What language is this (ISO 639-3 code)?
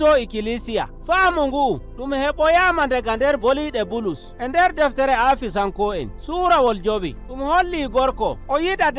fuv